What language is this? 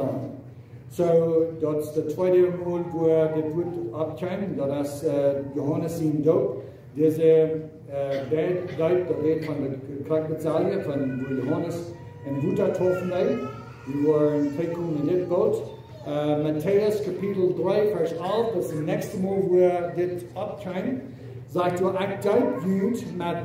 Plautdietsch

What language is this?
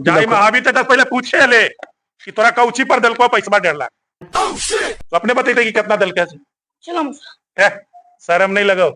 Magahi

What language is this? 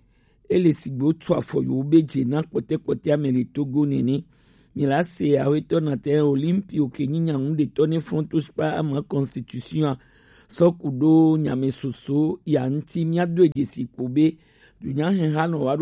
Gen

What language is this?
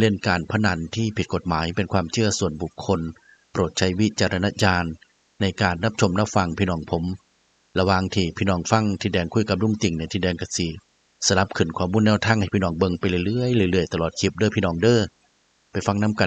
Northeastern Thai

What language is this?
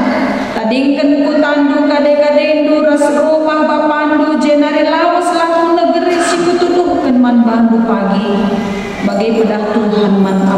Batak Karo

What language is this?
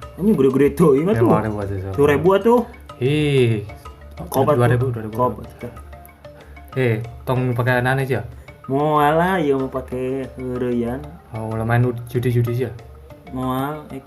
Sundanese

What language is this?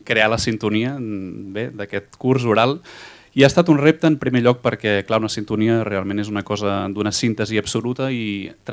Catalan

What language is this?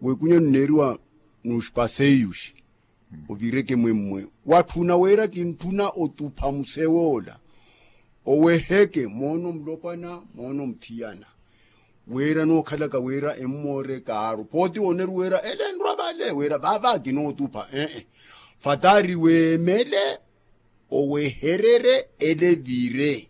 Makhuwa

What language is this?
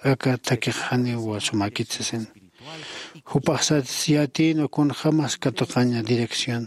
Aymara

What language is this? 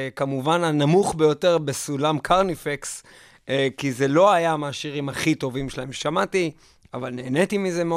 Hebrew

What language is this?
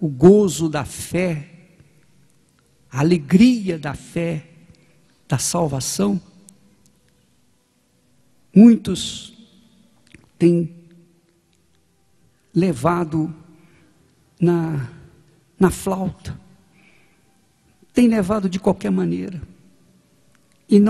Portuguese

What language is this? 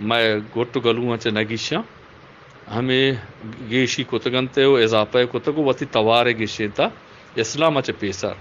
Eastern Balochi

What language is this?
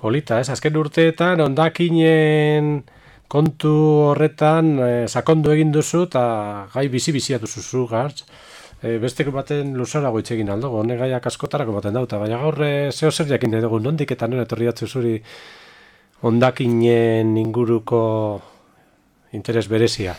Basque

